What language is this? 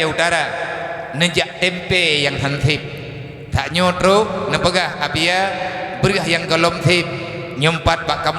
Achinese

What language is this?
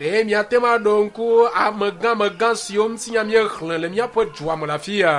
Ewe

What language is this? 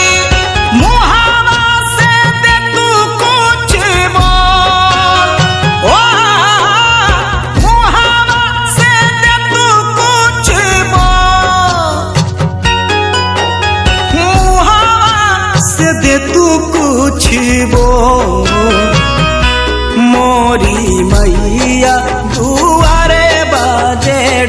Bhojpuri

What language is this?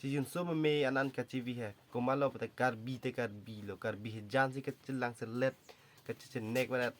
Karbi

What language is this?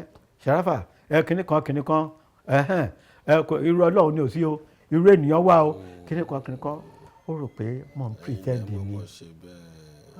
Yoruba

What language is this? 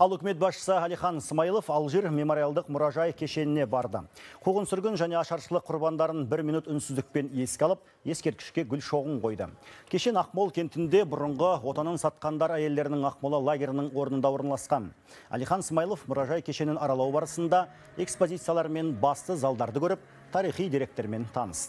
Kazakh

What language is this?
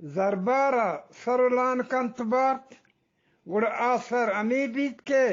Eastern Balochi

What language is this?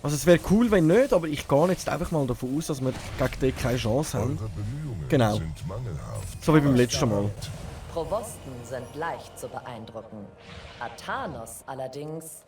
Swiss German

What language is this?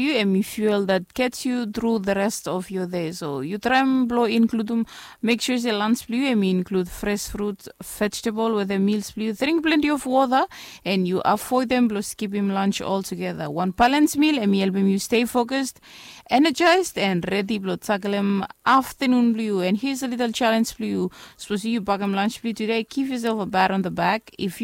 Bislama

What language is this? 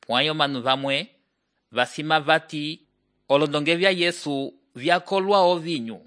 Umbundu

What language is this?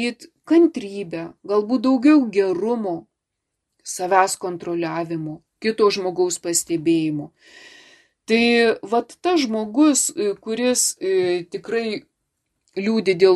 Lithuanian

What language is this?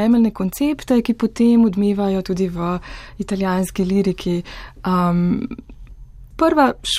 Slovenian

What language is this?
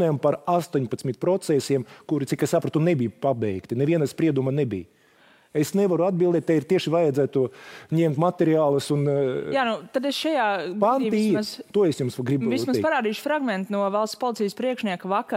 Latvian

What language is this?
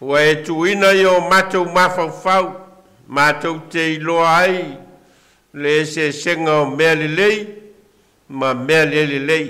Samoan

